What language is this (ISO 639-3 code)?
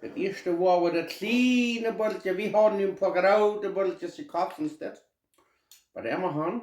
pdt